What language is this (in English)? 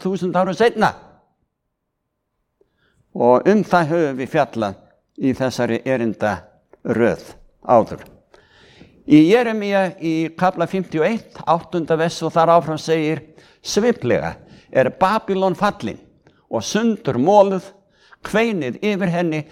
Icelandic